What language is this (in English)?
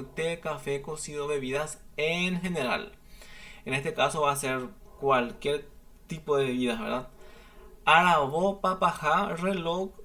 Guarani